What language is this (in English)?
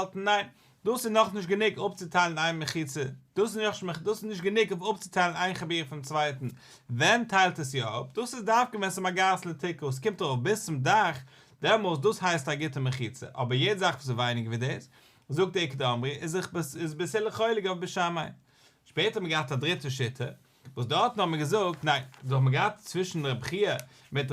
Yiddish